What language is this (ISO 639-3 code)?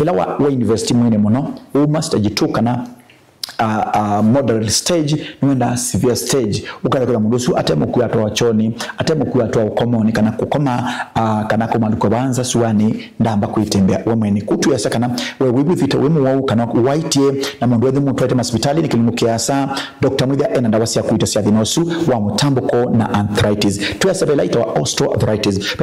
kam